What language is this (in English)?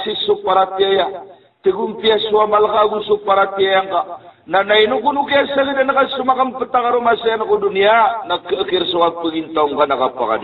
Maranao